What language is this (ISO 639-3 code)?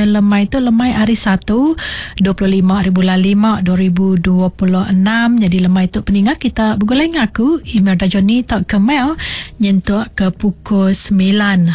iba